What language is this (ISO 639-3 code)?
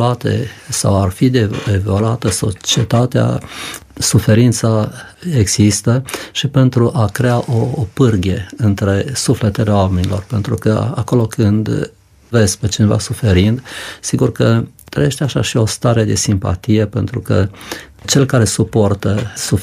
ron